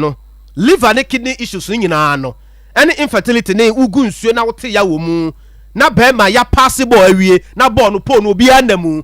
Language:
Akan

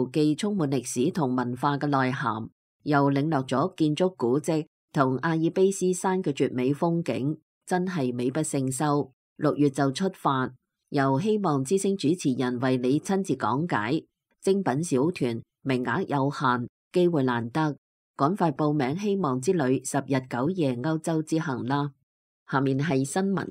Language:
Cantonese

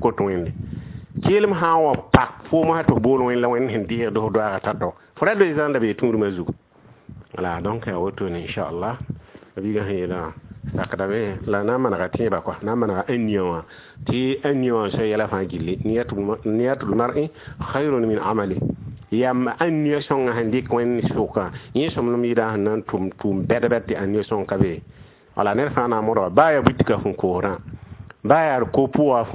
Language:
Mossi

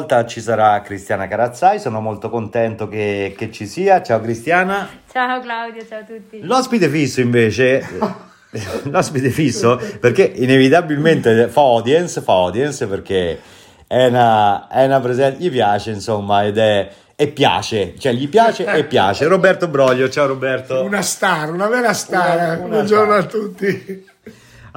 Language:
Italian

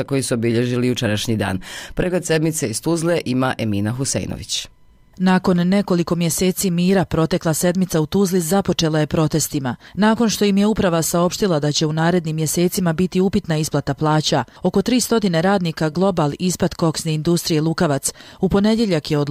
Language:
Bosnian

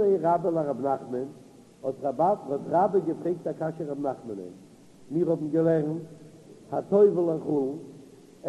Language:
Yiddish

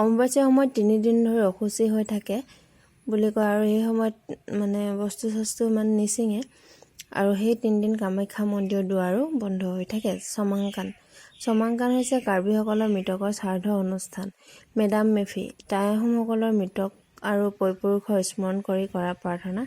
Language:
Assamese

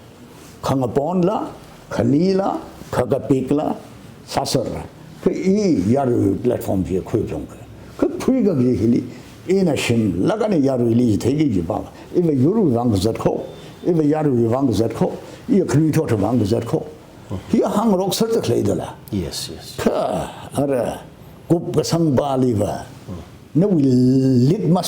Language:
Tangkhul Naga (India)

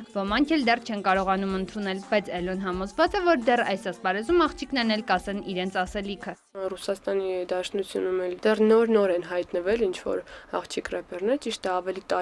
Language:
Armenian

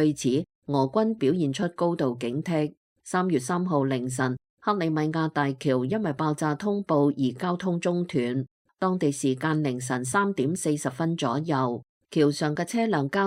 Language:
Cantonese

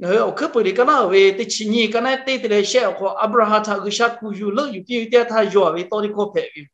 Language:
Lahu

